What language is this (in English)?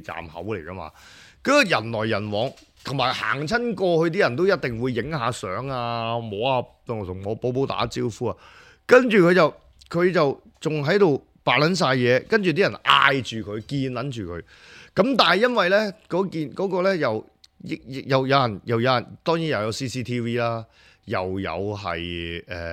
Cantonese